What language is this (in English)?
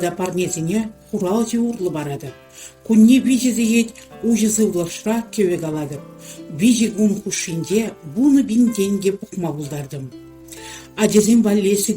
Chuvash